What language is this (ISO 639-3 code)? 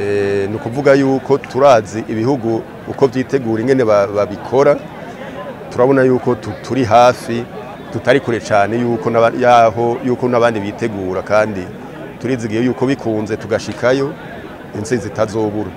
run